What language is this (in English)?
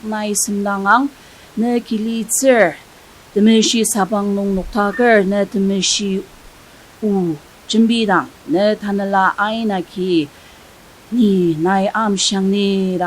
Ao Naga